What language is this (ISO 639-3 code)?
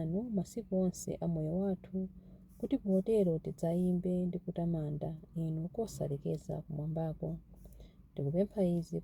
nya